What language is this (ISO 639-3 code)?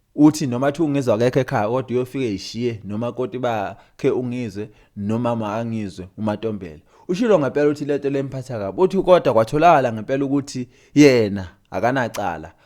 zul